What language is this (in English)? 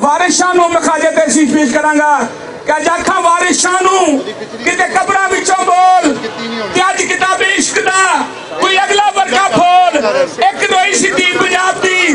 Western Panjabi